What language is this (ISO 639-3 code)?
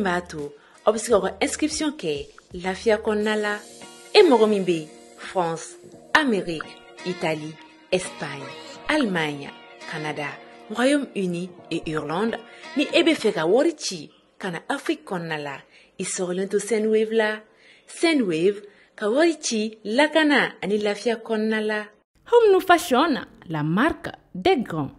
bam